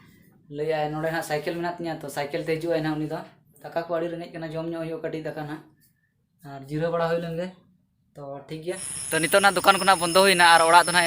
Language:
Santali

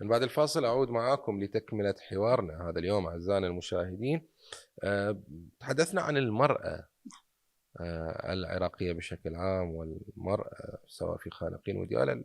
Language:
Mesopotamian Arabic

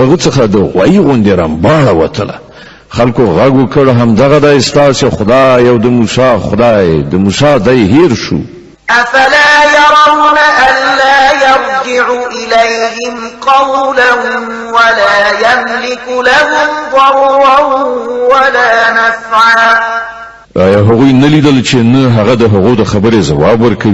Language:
Pashto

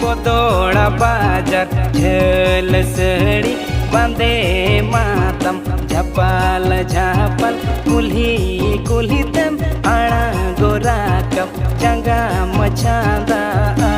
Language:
Santali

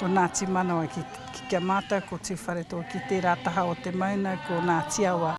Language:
Māori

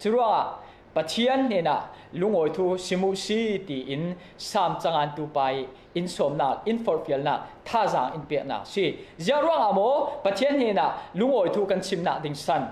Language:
Falam Chin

